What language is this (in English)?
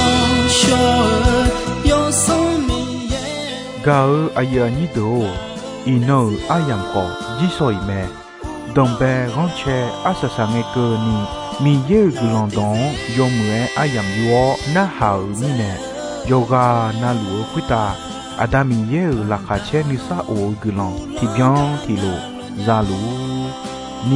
Akha